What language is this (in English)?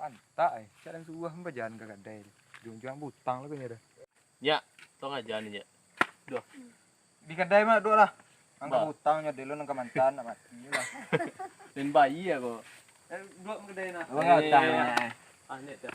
Minangkabau